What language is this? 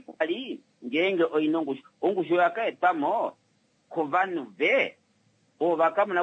Kuanyama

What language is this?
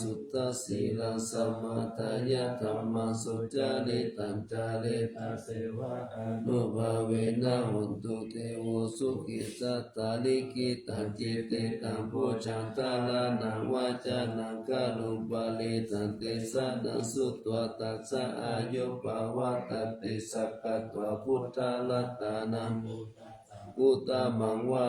Pali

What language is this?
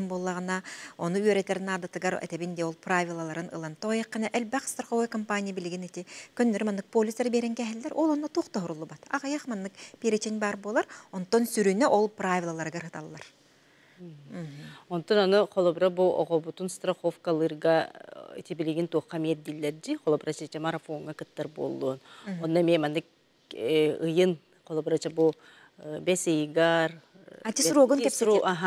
Yakut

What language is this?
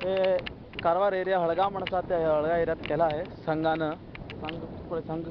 Konkani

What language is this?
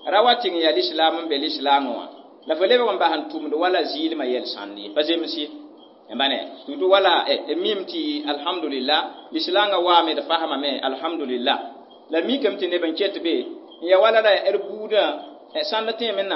Mossi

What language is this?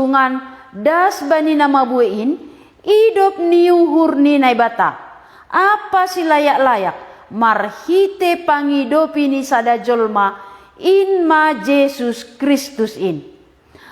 Batak Simalungun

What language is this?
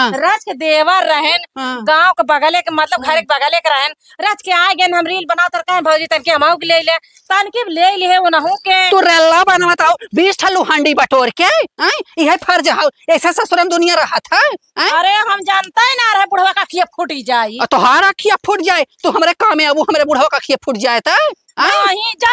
Awadhi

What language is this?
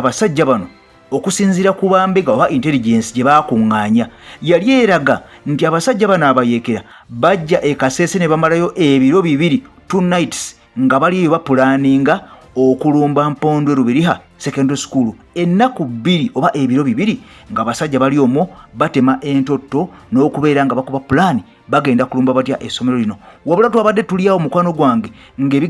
Ganda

